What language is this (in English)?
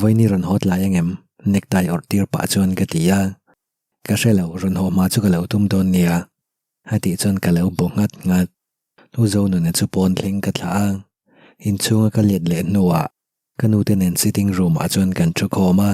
Mizo